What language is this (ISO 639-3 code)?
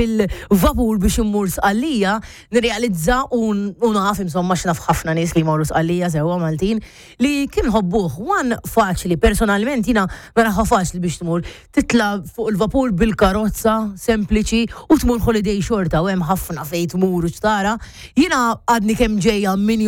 mlt